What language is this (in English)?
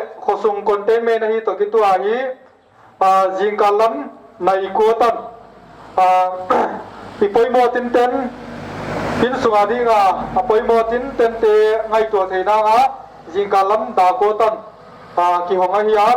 Paite Chin